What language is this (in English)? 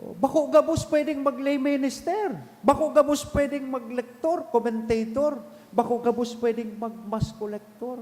Bikol